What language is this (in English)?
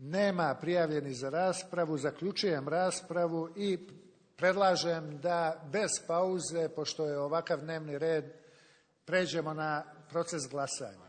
Bosnian